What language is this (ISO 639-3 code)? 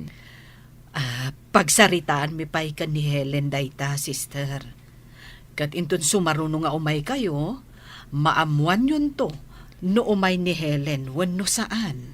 ilo